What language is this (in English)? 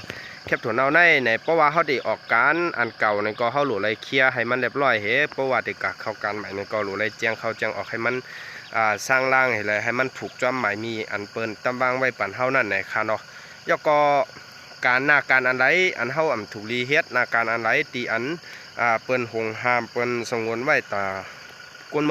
Shan